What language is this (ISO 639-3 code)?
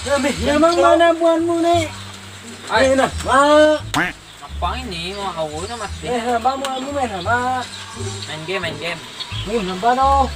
bjn